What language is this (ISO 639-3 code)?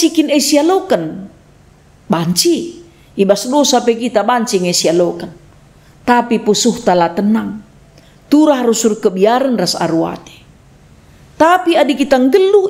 btx